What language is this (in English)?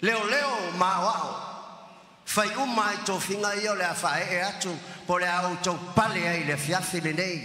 Samoan